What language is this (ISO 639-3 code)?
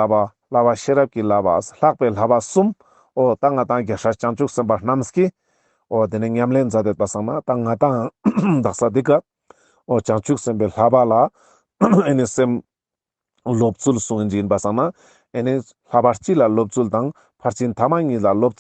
lbj